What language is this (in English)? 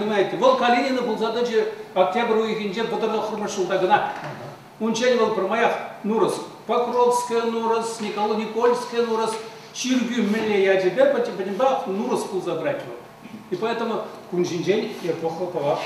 Chuvash